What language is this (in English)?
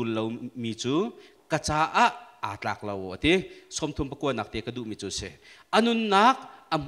Hakha Chin